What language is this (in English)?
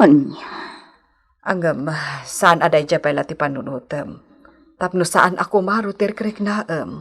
Iloko